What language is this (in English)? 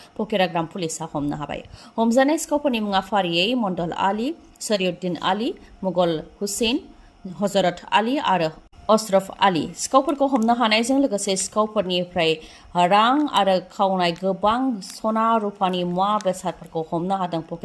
Bodo